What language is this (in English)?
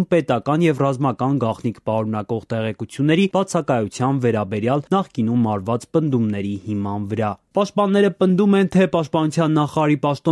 Armenian